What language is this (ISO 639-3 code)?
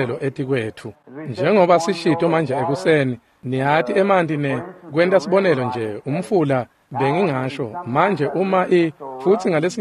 ssw